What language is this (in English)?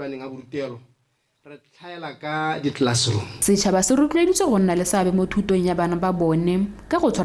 Tswana